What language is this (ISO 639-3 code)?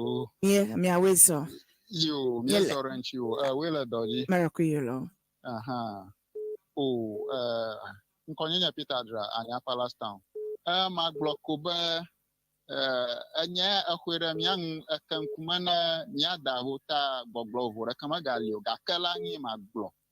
ewe